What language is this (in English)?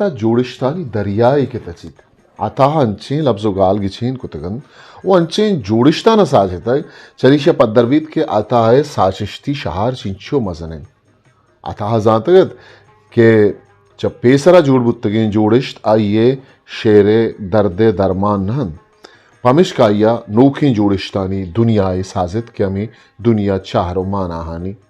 Eastern Balochi